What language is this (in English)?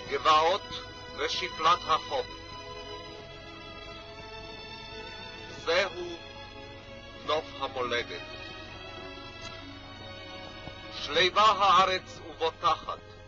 Hebrew